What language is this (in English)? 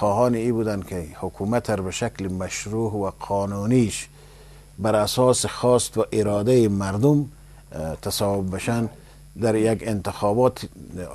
Persian